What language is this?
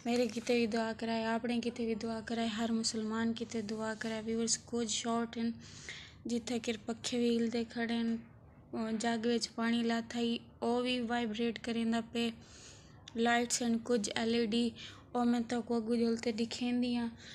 Saraiki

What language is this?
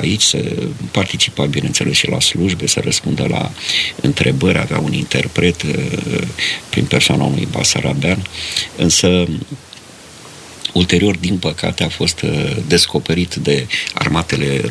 Romanian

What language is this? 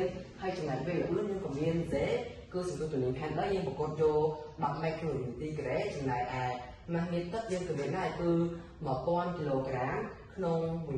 Khmer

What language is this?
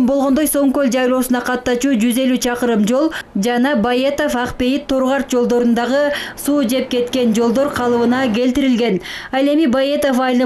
Kyrgyz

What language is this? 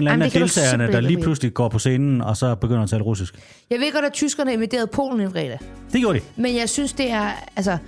Danish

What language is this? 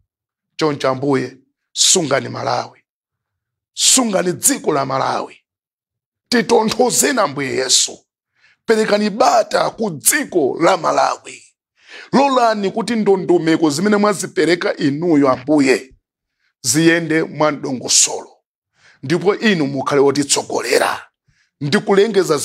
Nyanja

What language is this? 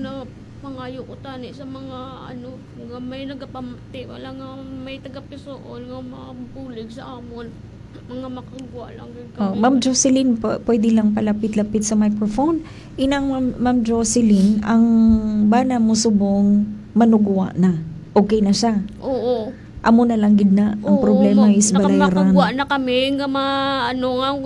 Hiligaynon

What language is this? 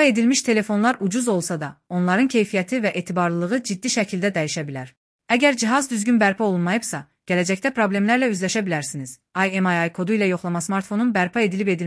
Azerbaijani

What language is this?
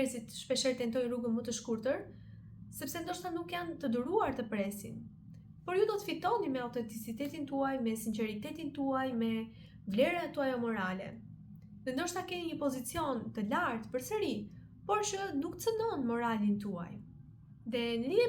Albanian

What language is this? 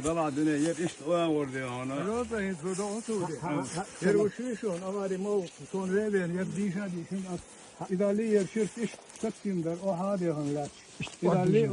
Chechen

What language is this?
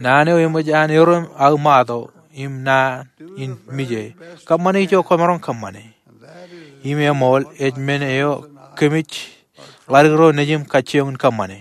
Marshallese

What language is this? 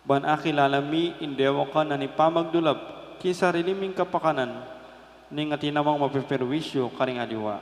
Pampanga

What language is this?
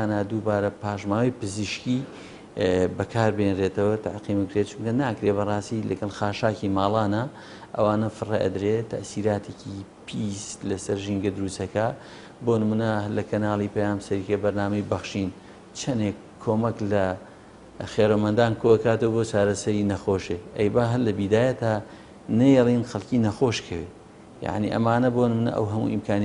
Central Kurdish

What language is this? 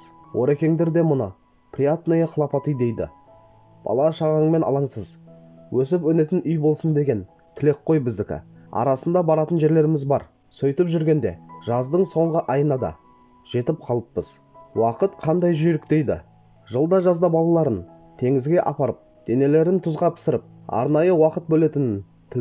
Kazakh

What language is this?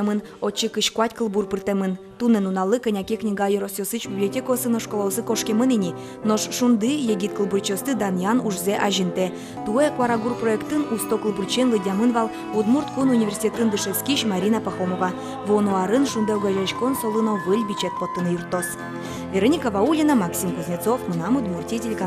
Udmurt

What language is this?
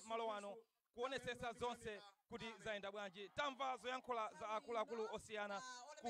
Nyanja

